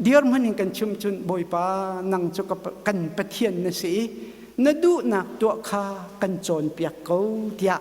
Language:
Hakha Chin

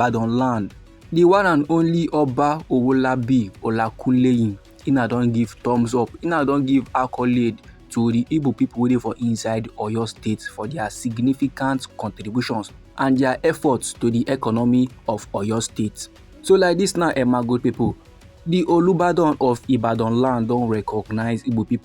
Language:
Nigerian Pidgin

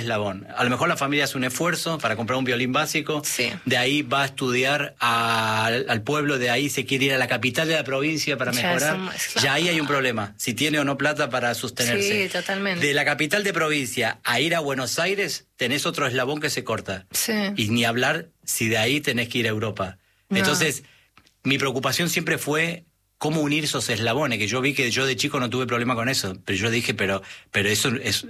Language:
Spanish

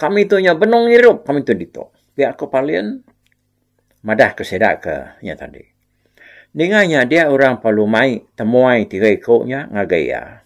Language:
Iban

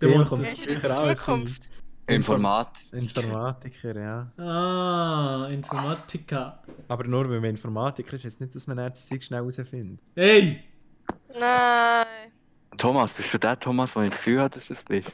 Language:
Swiss German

